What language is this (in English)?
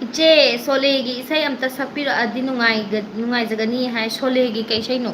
Manipuri